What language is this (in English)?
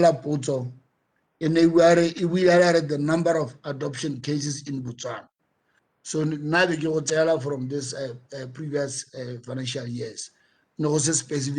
Tswana